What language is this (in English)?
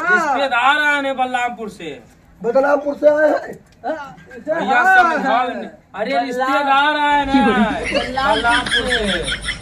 Awadhi